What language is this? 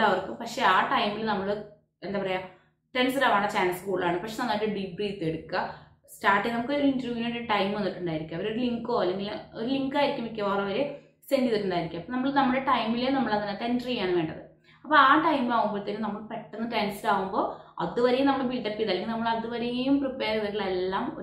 Malayalam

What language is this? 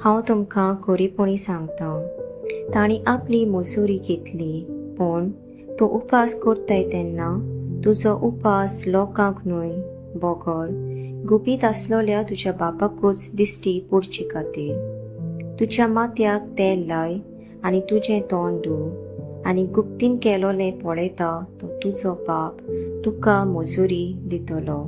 Konkani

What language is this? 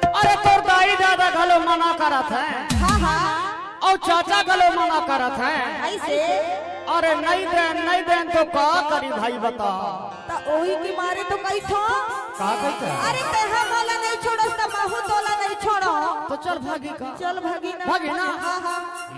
Chhattisgarhi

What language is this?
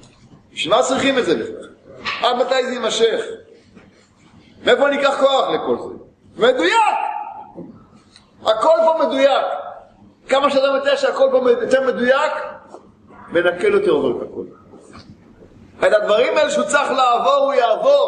Hebrew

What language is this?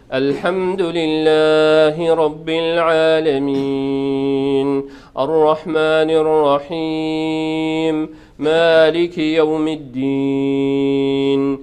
Kurdish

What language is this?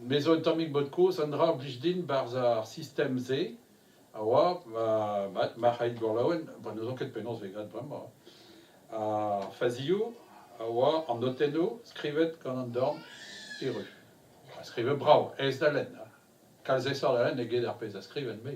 Breton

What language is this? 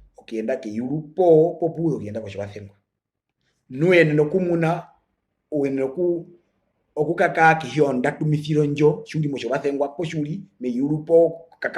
Herero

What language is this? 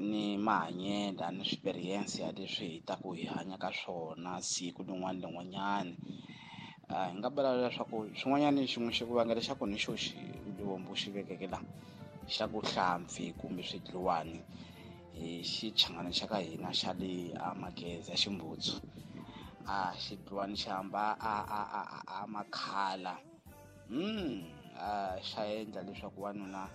Tsonga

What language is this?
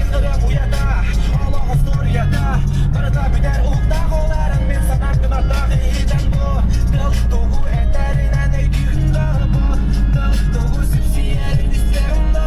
Yakut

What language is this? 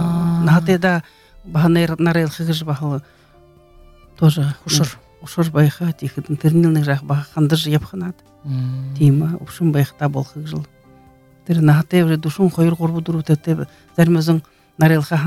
Buriat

